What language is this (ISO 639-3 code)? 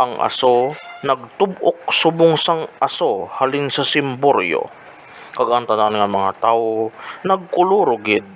hil